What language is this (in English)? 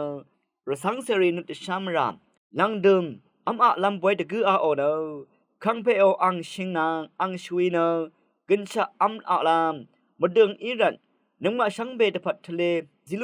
Rawang